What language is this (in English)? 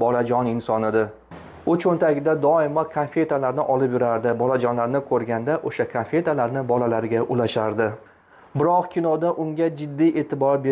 Uzbek